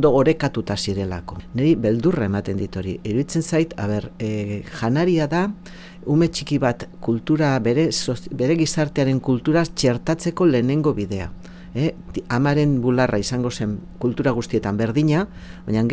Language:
Basque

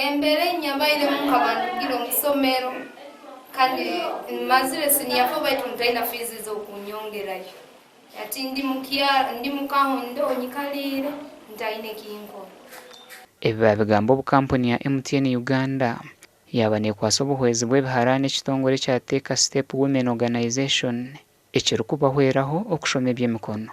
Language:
Nyankole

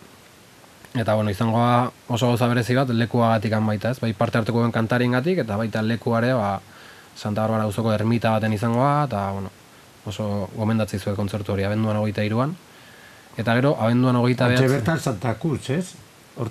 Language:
Basque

